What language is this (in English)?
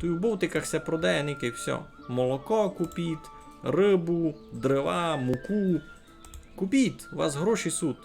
Rusyn